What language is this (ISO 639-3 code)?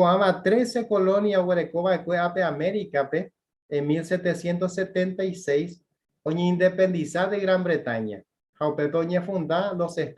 grn